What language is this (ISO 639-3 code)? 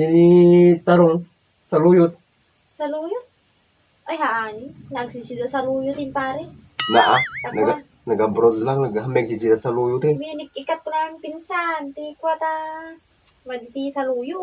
ilo